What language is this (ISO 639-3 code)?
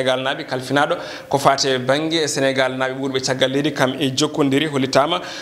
ful